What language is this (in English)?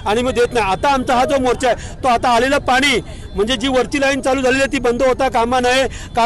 Marathi